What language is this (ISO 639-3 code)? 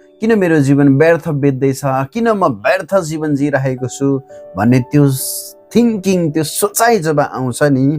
nep